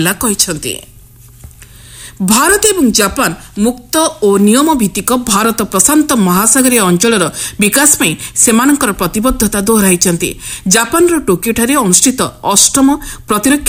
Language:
Odia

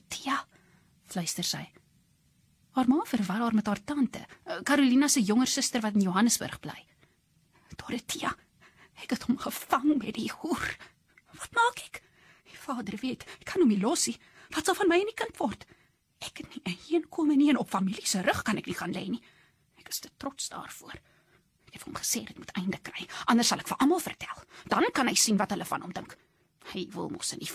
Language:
Afrikaans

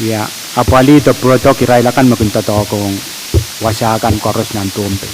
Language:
Pohnpeian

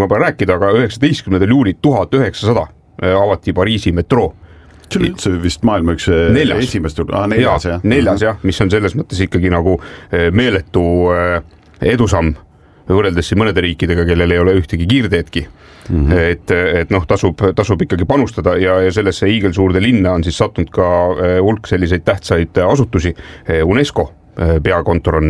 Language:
Estonian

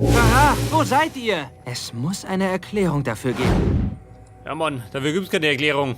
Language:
Bavarian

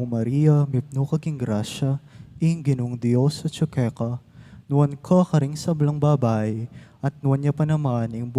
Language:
Pampanga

